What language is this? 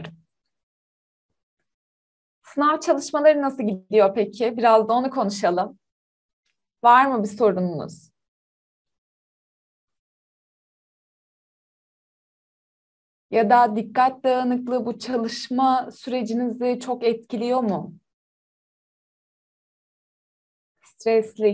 Turkish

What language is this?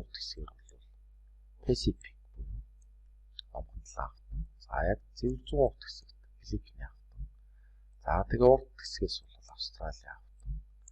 Mongolian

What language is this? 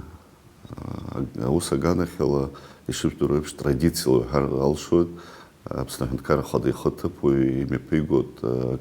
Abkhazian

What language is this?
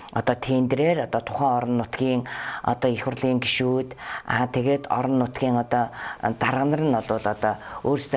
Mongolian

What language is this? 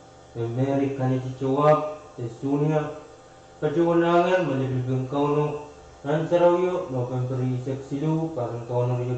Pohnpeian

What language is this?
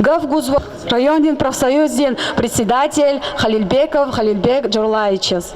Lezghian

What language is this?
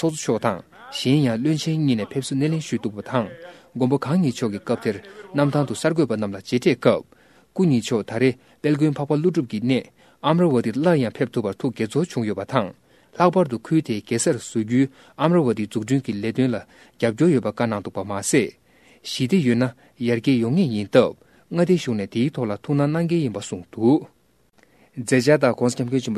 Tibetan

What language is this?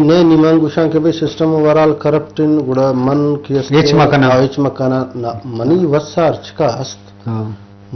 Eastern Balochi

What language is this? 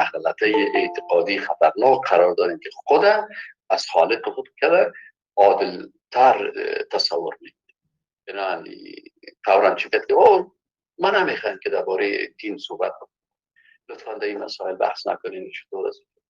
Persian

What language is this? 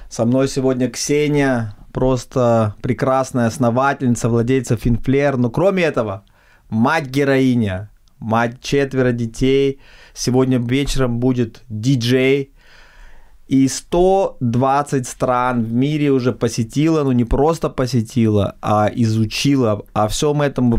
Russian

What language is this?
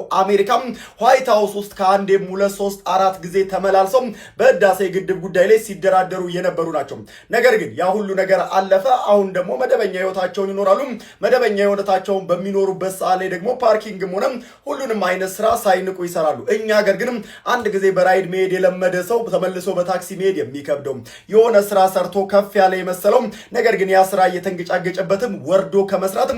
Amharic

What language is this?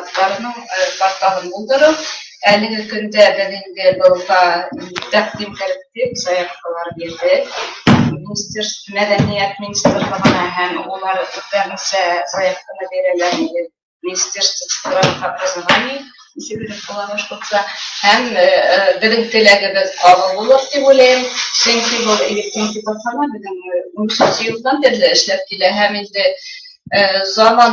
Bashkir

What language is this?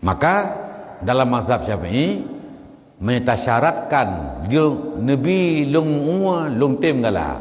Achinese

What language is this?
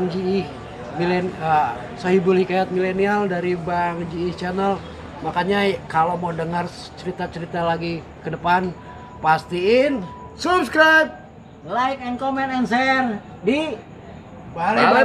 Betawi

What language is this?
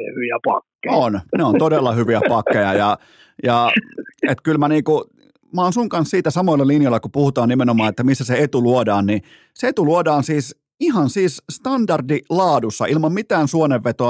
Finnish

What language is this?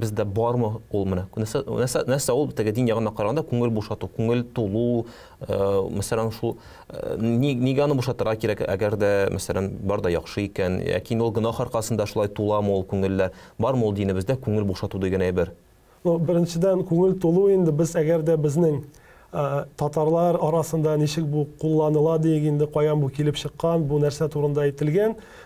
Tatar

